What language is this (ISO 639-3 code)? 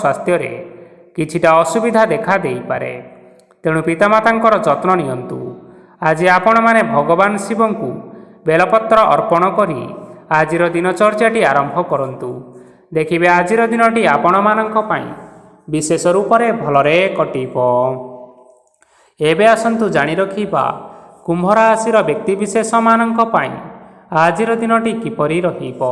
ori